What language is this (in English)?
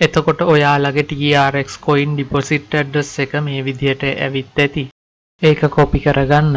Sinhala